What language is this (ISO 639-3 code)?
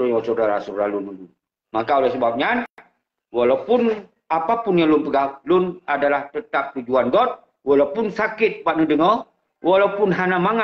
ace